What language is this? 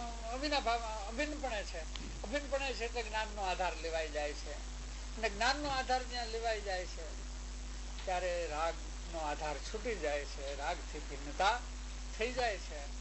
Gujarati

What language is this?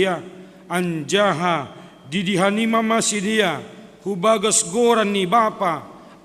Batak Simalungun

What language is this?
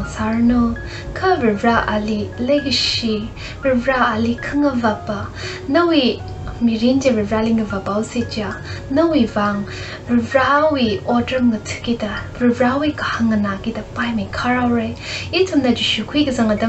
Tangkhul Naga (India)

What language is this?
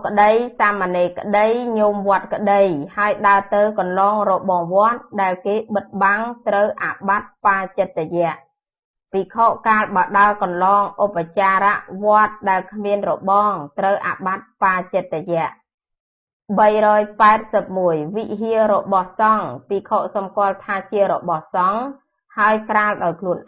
Khmer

